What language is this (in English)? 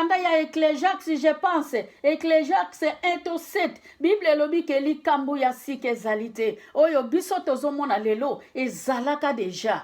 Lingala